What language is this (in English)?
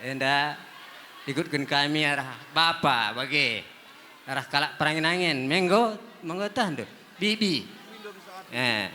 Batak Karo